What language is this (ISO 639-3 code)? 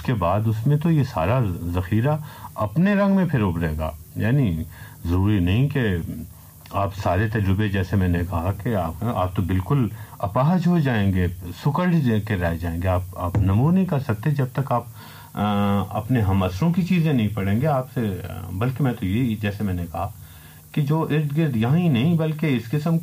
urd